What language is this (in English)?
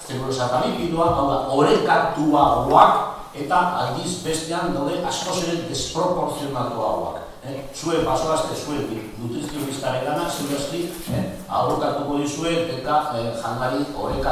Basque